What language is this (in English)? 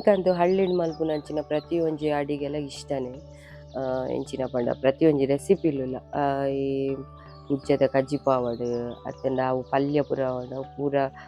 Tulu